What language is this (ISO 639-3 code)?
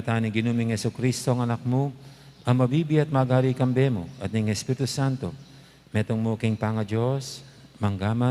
pam